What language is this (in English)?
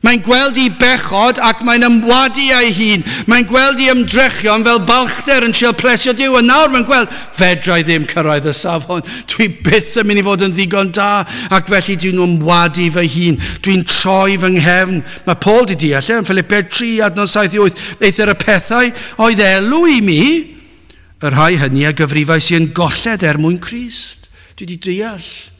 Welsh